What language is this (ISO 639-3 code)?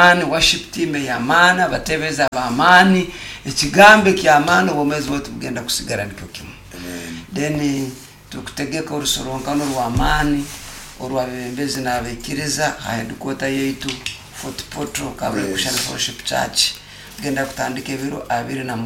nyo